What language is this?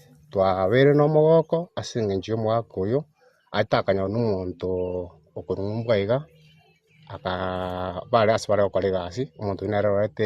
Gusii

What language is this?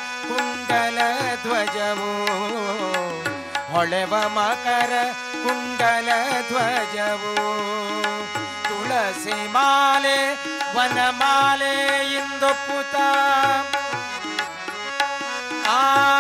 Kannada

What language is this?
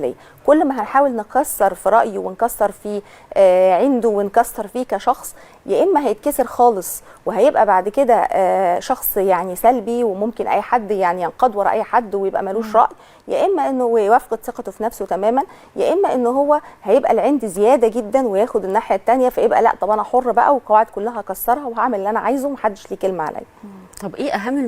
Egyptian Arabic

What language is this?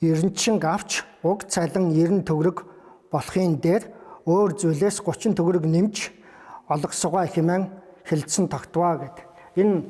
Mongolian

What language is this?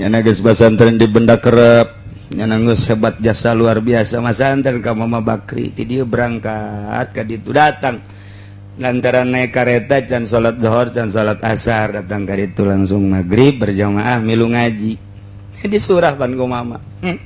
Sundanese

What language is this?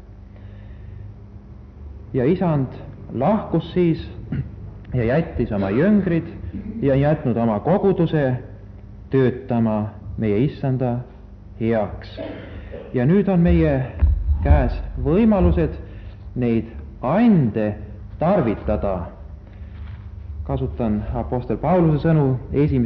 Estonian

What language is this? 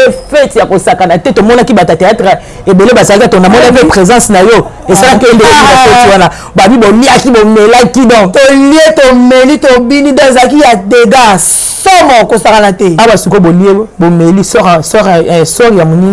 Lingala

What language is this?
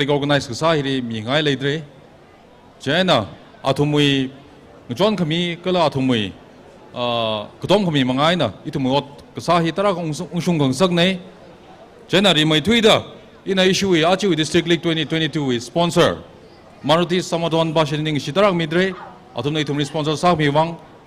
Tangkhul Naga (India)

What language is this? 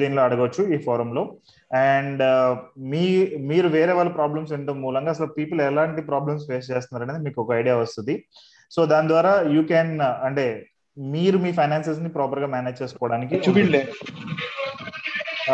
Telugu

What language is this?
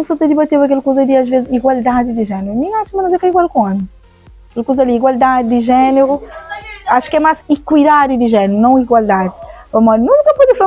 Kabuverdianu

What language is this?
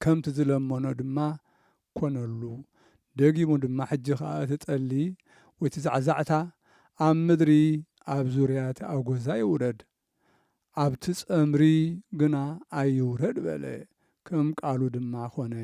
Tigrinya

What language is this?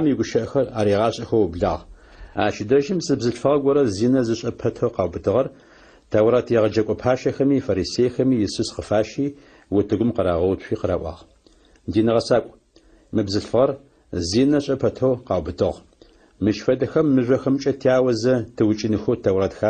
Adyghe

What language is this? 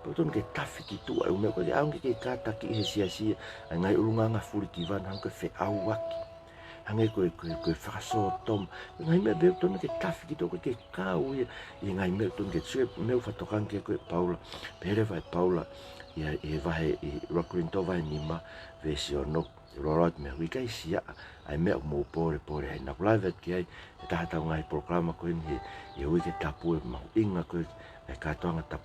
Tongan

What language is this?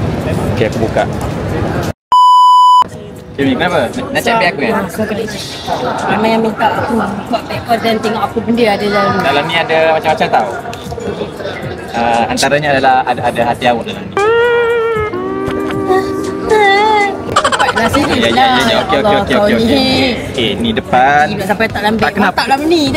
Malay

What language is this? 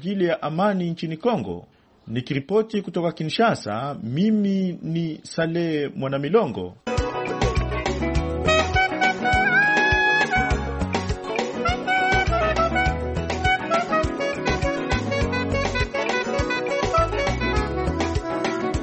Swahili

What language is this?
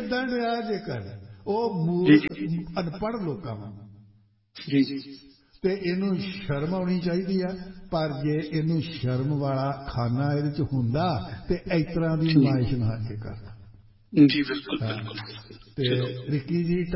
Punjabi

